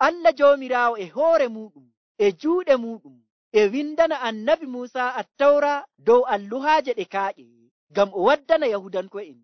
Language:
Nigerian Fulfulde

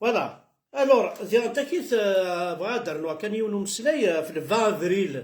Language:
Kabyle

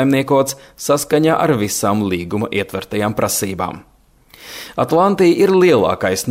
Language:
Latvian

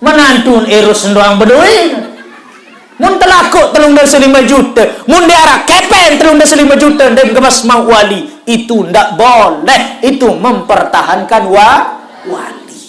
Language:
Sasak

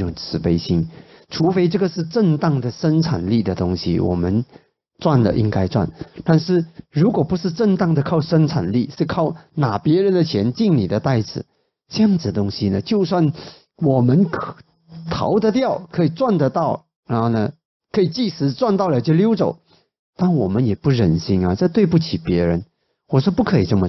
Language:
Chinese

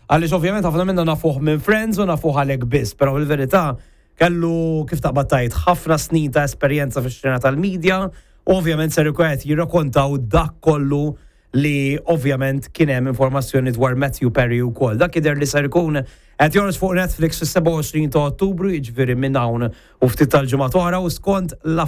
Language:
Maltese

